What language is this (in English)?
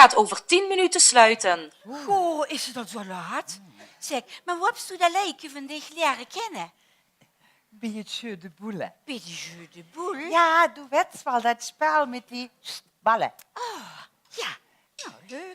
Limburgish